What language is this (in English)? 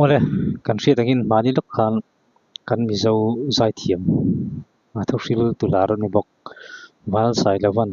Mizo